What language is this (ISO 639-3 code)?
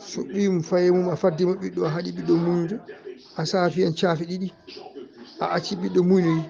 ful